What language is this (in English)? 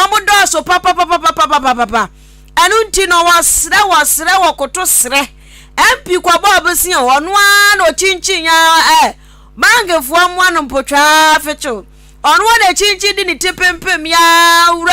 Akan